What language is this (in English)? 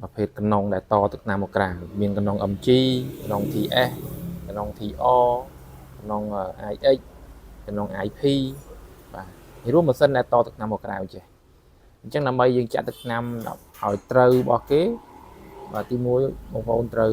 Khmer